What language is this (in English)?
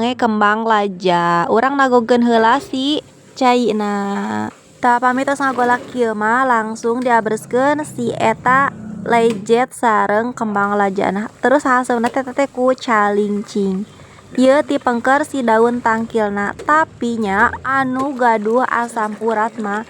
Sundanese